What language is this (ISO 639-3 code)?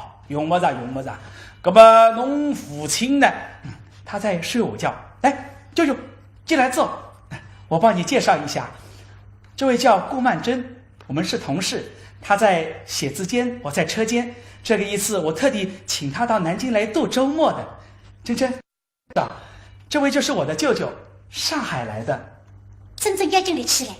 wuu